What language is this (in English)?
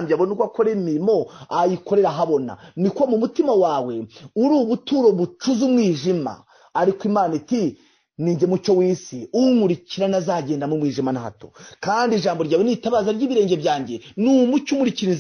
Kinyarwanda